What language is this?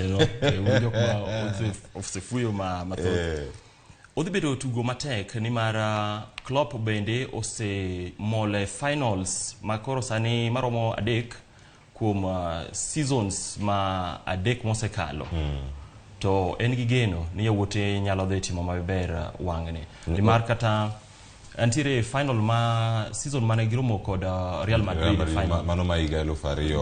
Luo (Kenya and Tanzania)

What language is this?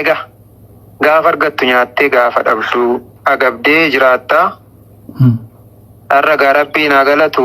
Oromo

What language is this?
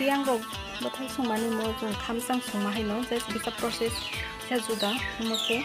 Kok Borok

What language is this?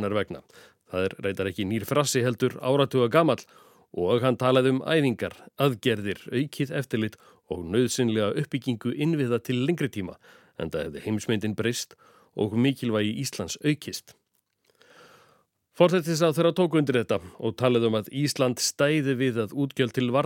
Icelandic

